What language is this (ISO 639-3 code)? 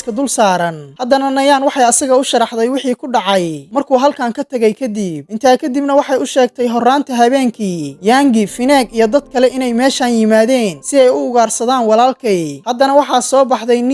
som